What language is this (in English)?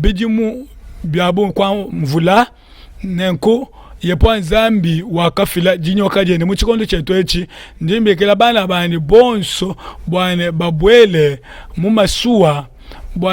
Luba-Lulua